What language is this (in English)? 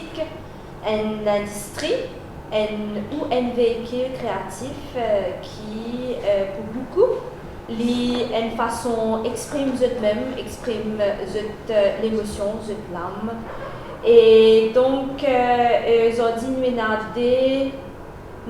Morisyen